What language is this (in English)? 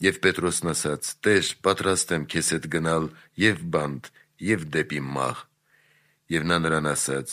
Armenian